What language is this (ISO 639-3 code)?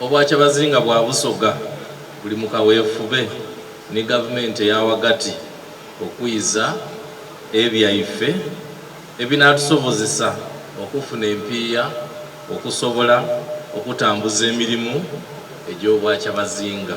xog